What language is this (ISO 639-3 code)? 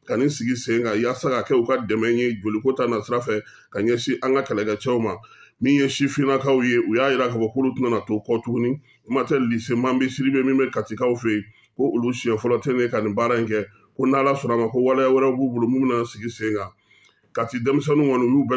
bam